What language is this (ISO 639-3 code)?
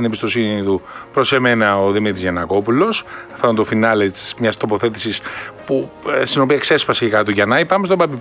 ell